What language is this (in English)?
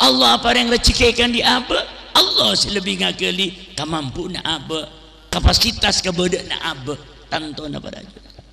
Madurese